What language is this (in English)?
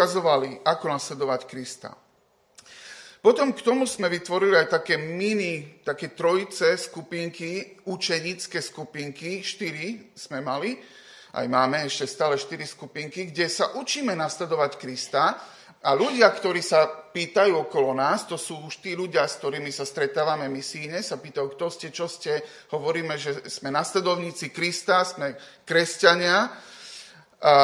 Slovak